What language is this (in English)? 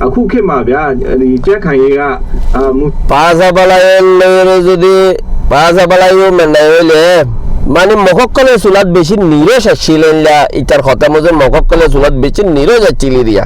Rohingya